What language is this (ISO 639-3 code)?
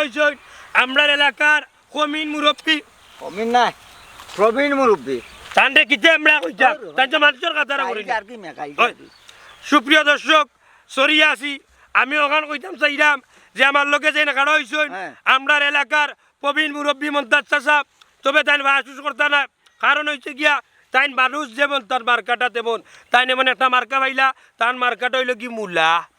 syl